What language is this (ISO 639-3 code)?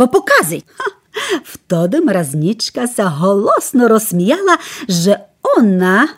rue